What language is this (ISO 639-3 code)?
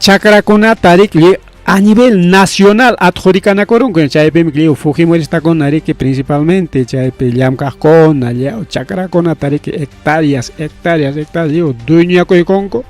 quy